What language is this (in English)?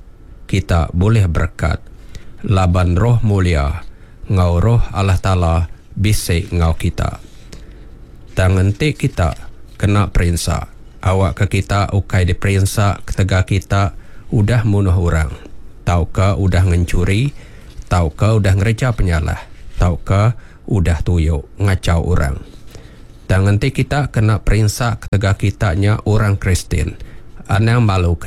Iban